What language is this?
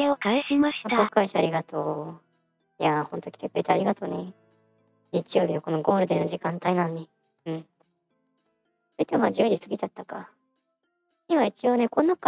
Japanese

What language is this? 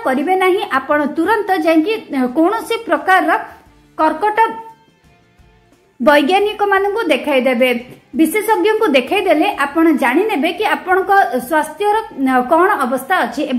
Odia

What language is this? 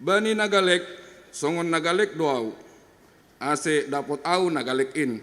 Batak Simalungun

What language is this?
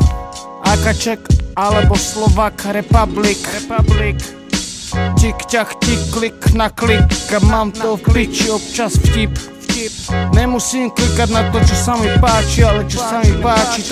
Slovak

